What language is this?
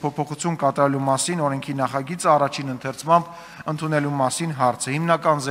Armenian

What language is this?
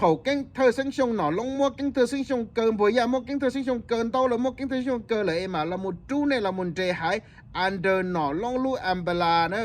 Hmong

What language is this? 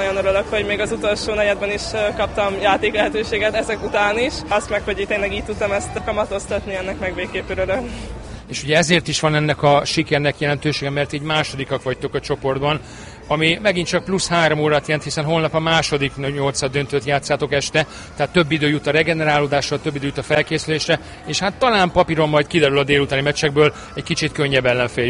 Hungarian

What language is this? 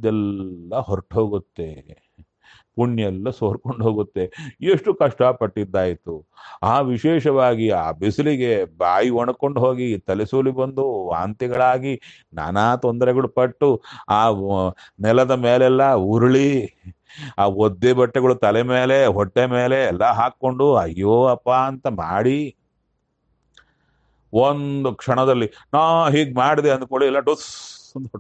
Kannada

